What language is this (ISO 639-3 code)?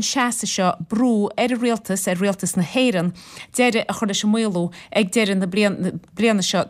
gle